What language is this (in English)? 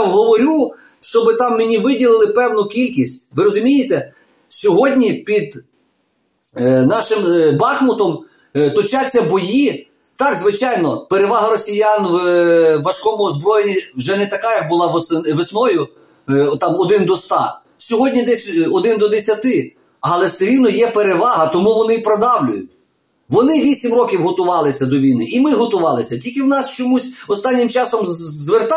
Ukrainian